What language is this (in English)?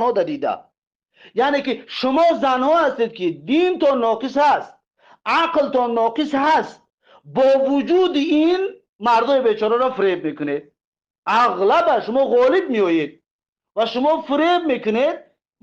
Tajik